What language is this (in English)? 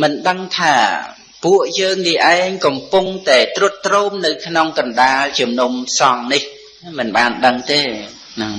Khmer